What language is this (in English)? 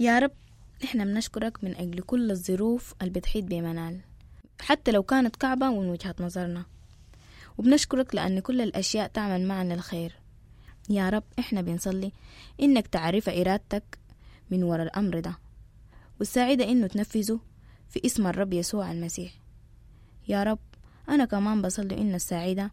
Sudanese Arabic